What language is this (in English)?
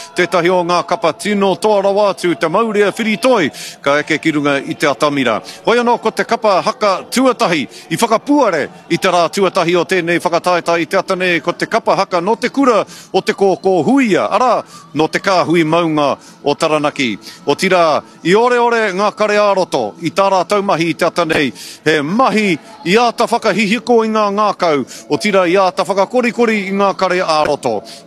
Māori